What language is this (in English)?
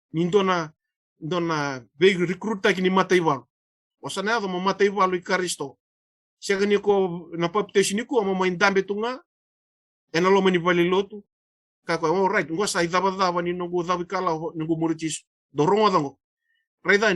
Fijian